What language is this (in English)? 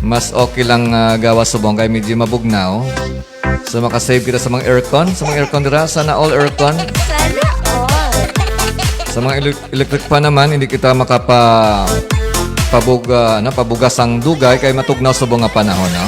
Hiligaynon